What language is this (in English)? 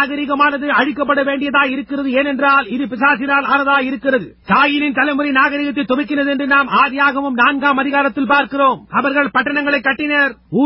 Tamil